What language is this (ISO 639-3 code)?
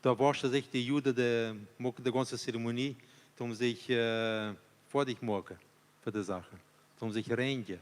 pdt